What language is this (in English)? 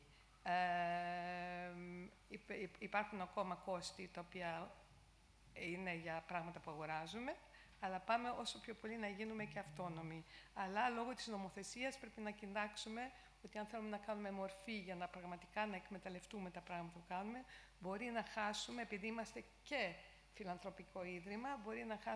Greek